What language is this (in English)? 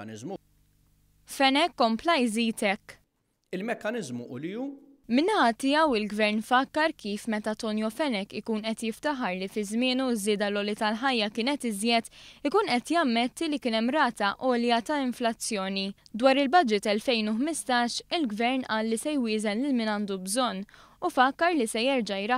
Maltese